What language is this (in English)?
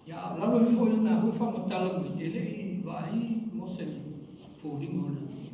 Samoan